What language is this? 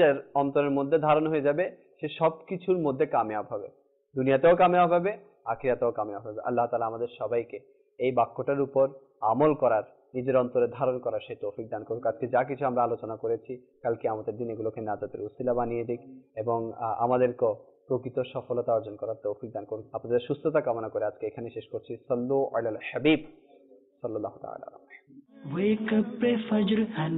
Bangla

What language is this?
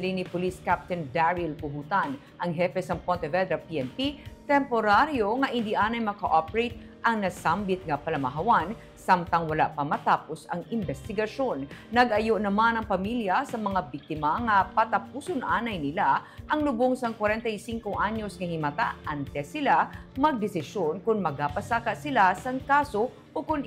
Hiligaynon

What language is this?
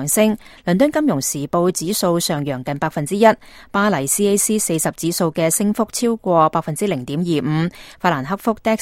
Cantonese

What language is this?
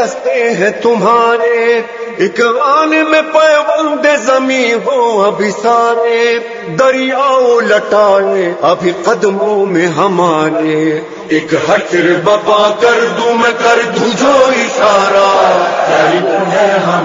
Urdu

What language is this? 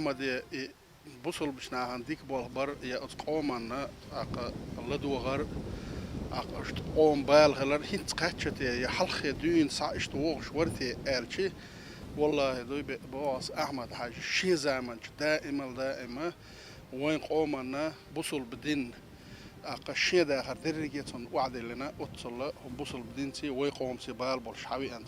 Chechen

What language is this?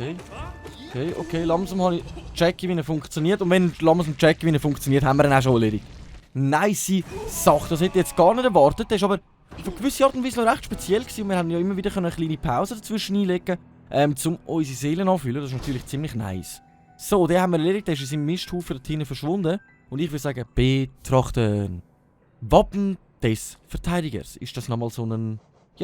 Swiss German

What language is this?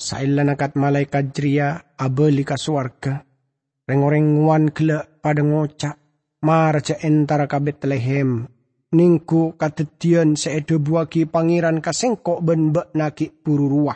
Madurese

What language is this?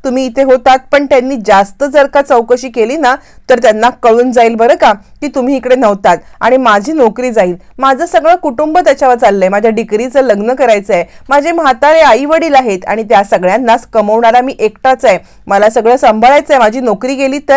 Marathi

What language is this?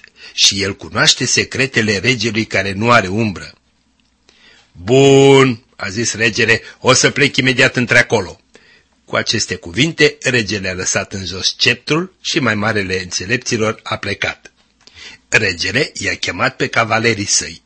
Romanian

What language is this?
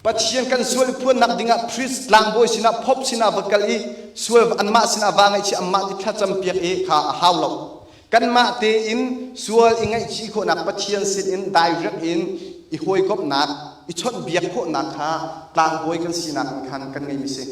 Hakha Chin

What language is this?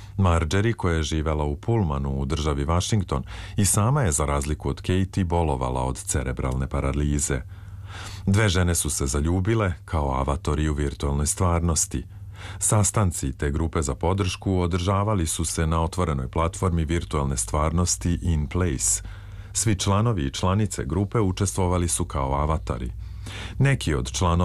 Serbian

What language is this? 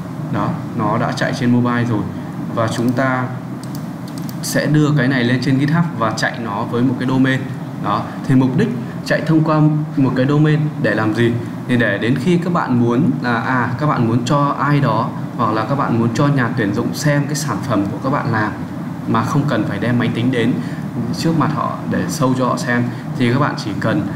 Vietnamese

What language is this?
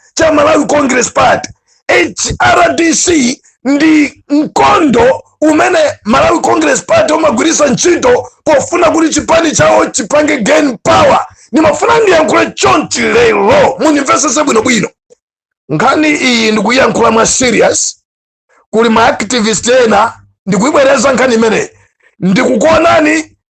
Nyanja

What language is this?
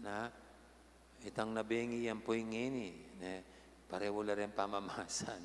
Pampanga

